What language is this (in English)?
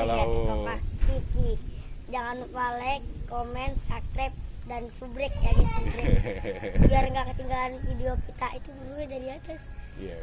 Betawi